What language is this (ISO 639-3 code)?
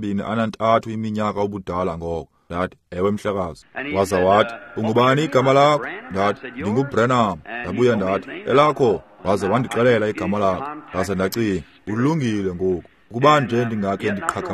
xho